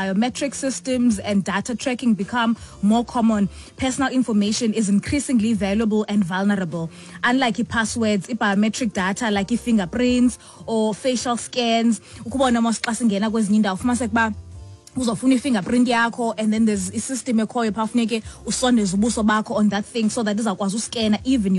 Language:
Xhosa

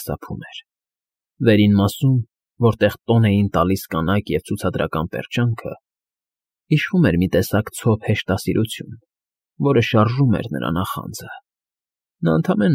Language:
Armenian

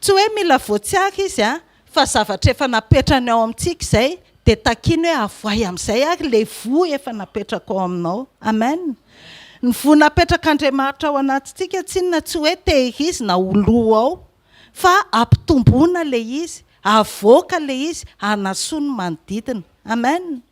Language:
Malagasy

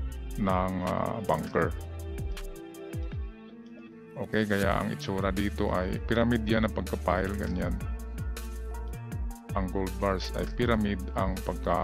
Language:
Filipino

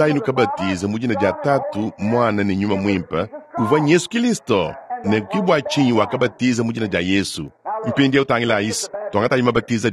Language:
Luba-Lulua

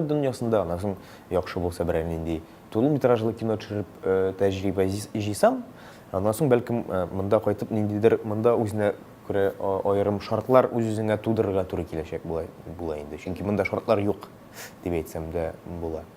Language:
Tatar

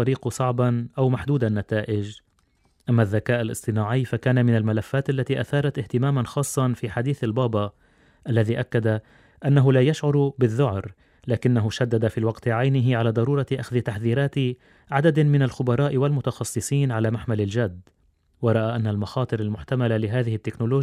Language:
Arabic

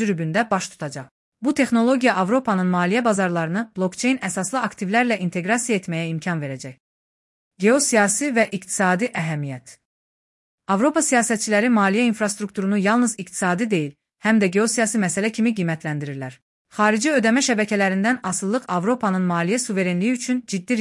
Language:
Azerbaijani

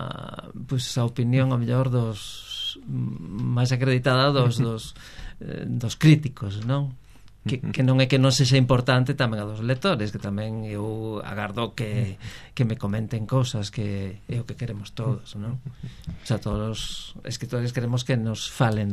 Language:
Galician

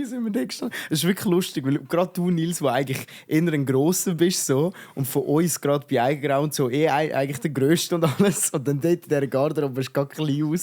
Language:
Swiss German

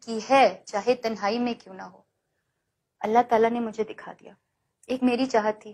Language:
Urdu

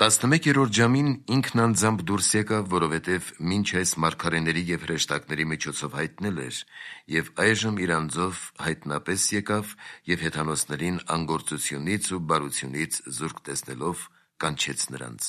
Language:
Armenian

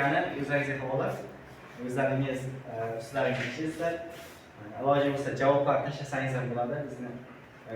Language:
Uzbek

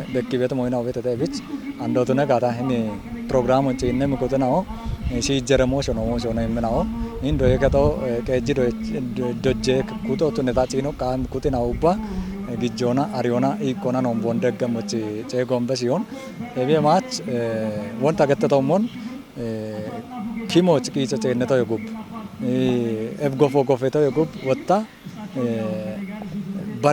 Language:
Kafa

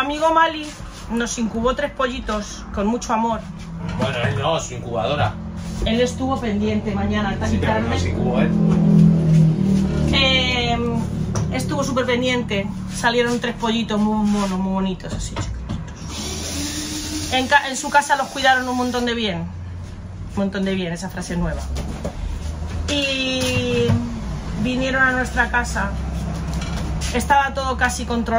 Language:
Spanish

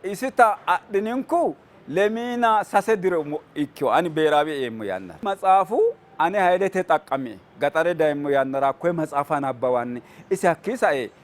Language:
Sidamo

